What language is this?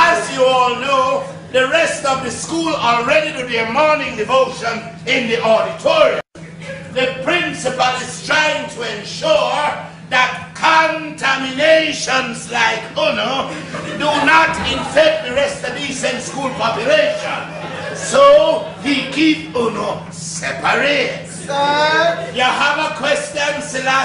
Jamaican Creole English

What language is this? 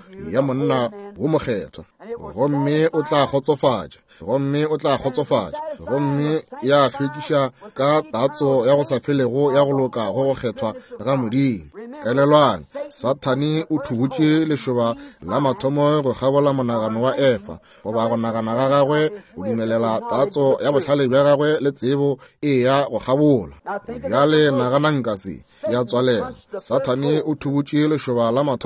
Northern Sotho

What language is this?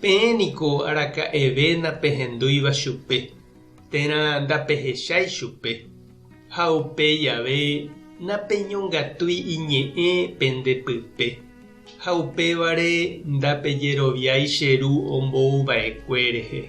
Guarani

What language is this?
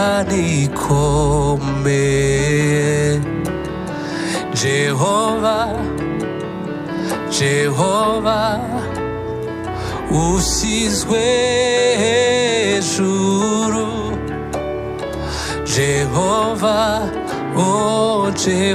Kinyarwanda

